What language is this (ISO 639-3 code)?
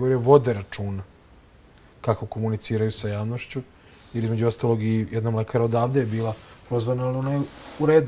srp